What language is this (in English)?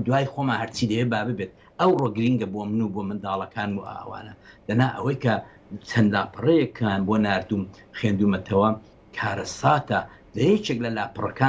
Central Kurdish